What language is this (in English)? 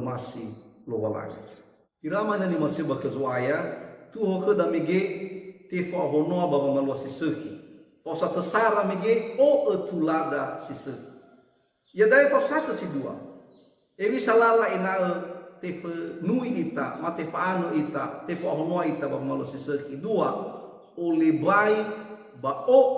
Nias